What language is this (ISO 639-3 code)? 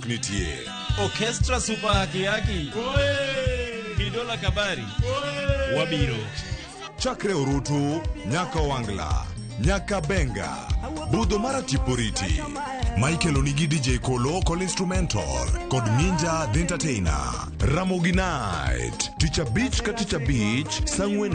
luo